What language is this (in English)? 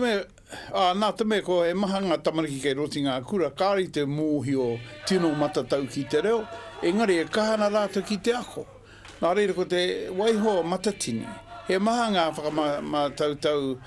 Māori